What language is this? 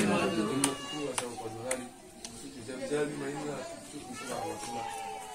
Batak Toba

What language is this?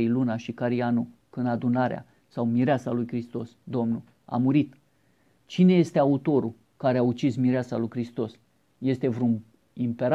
Romanian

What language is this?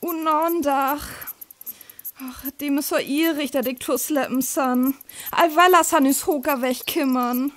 Northern Frisian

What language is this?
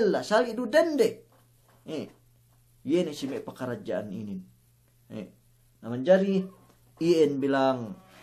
Yakan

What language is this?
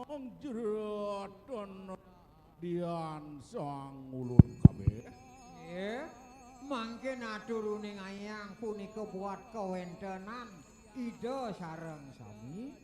Balinese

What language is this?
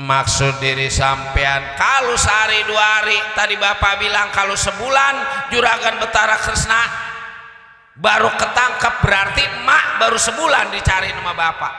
Betawi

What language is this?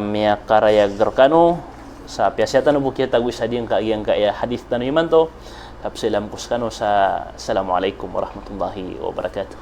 Maranao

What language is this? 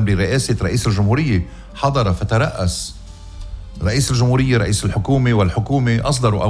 North Levantine Arabic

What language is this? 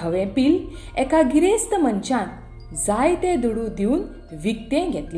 Konkani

